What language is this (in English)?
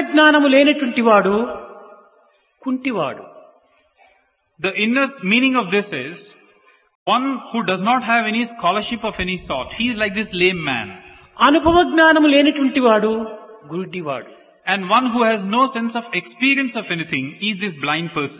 Telugu